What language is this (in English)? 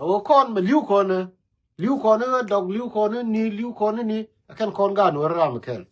Nuer